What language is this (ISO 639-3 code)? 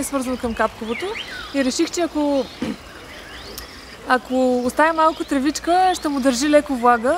bul